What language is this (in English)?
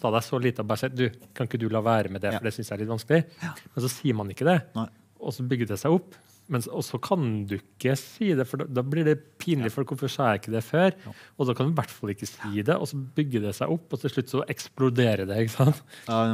Norwegian